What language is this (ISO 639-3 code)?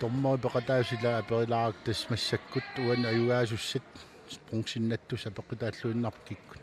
kal